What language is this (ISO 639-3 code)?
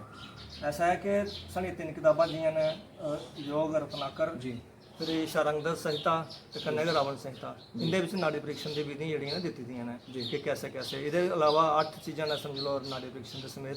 doi